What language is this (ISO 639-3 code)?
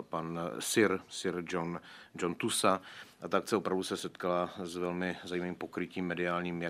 ces